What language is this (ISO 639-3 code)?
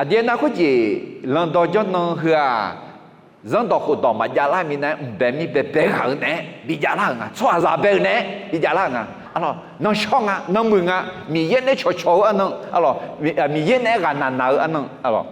ahk